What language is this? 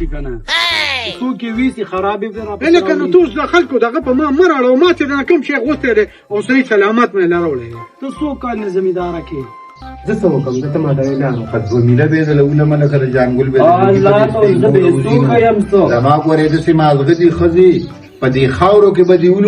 Pashto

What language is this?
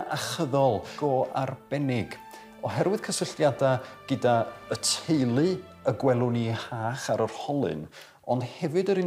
Welsh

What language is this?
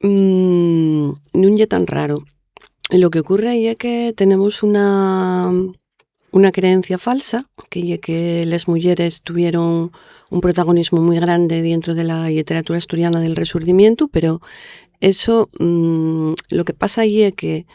Asturian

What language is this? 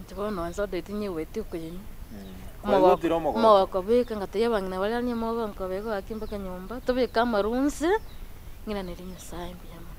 Gusii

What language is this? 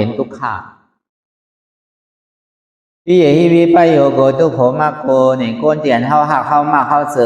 Shan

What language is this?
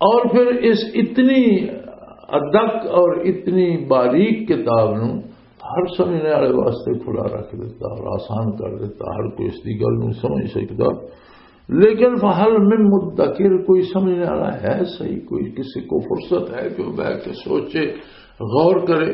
Western Panjabi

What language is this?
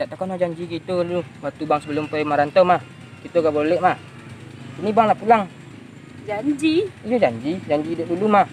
Minangkabau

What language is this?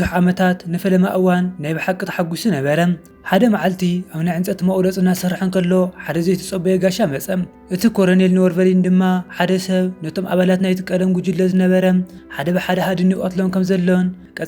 Tigrinya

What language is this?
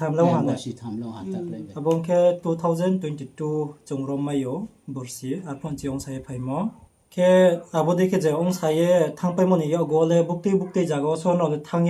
Riang (India)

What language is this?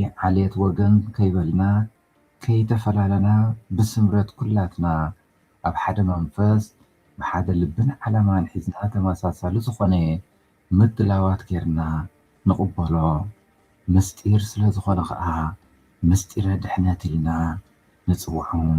Tigrinya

